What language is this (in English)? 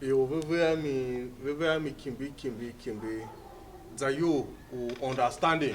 Tiv